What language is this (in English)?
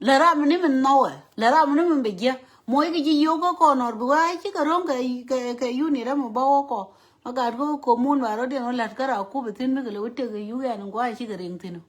Nuer